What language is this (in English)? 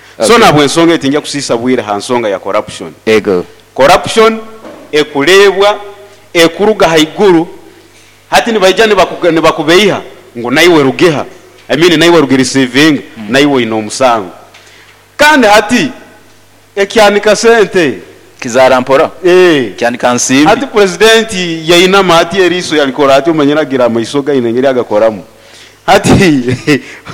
Nyoro